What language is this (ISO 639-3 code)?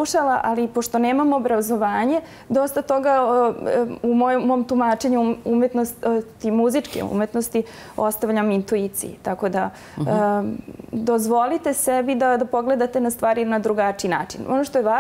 srp